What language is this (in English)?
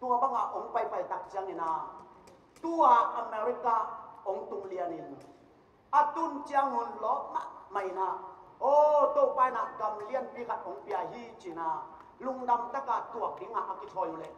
Tedim Chin